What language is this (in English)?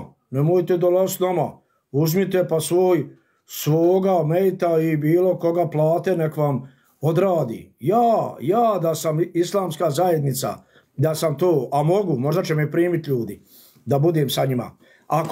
Bosnian